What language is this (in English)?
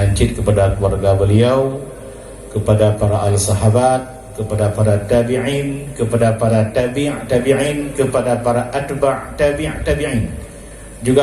Achinese